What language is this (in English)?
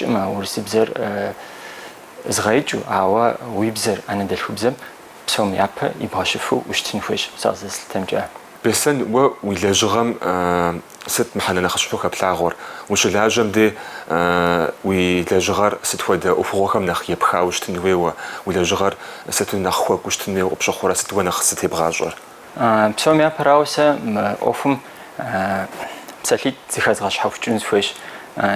Kabardian